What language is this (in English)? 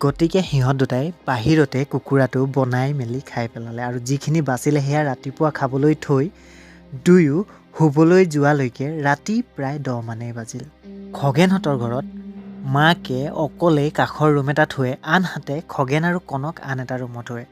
Assamese